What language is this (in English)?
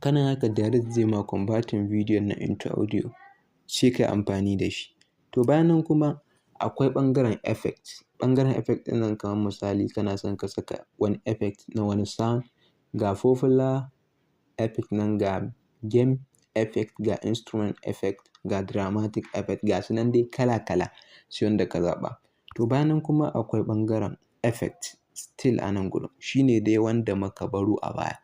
Hausa